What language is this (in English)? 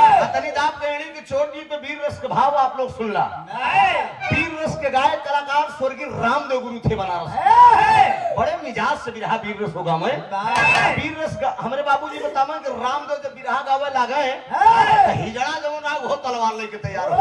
Bhojpuri